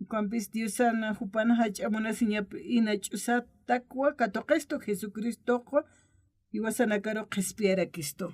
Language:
Aymara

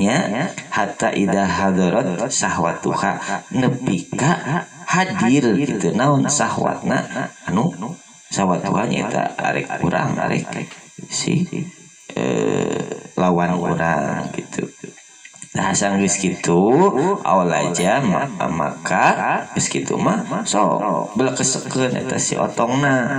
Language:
Sundanese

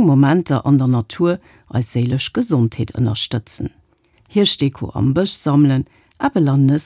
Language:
Luxembourgish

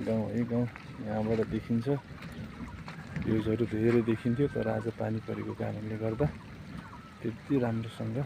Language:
Nepali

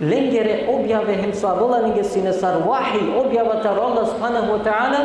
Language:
Balkan Romani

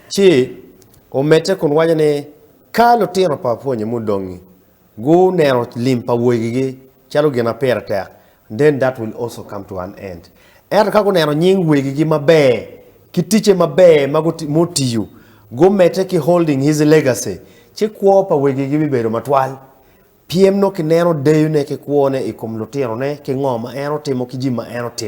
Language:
Acoli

